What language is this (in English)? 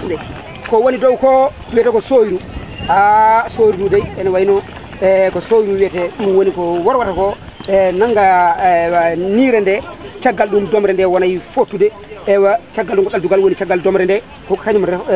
Fula